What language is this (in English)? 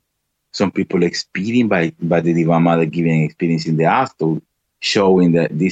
English